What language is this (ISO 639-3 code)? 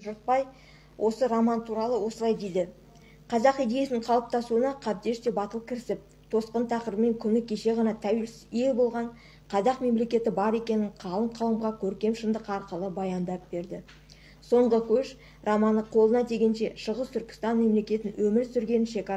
kaz